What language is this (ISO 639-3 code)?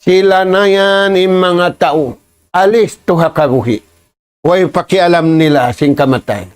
tsg